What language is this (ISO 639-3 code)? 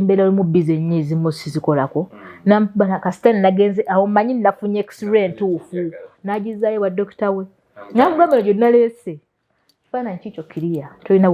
lug